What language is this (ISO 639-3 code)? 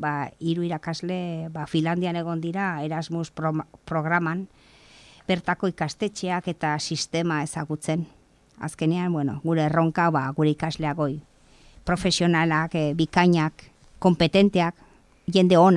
eus